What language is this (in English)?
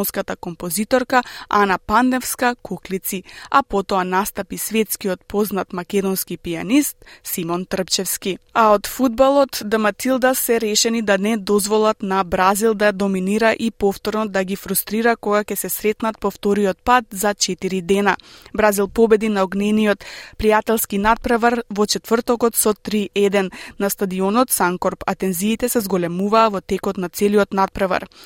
Macedonian